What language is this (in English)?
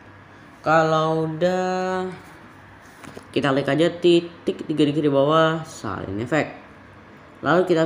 Indonesian